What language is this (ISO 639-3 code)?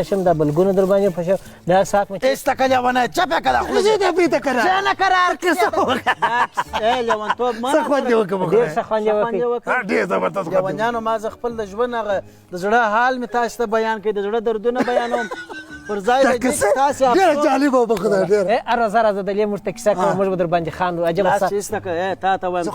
pus